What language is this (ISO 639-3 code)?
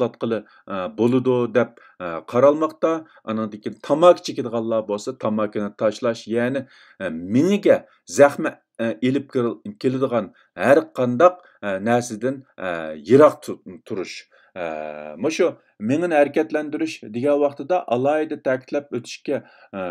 uig